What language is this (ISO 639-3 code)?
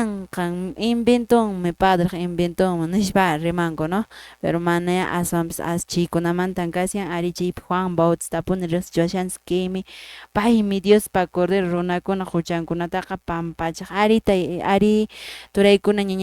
que